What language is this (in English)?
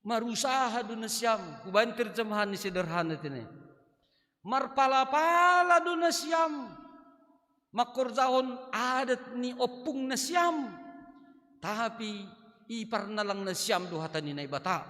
Batak Simalungun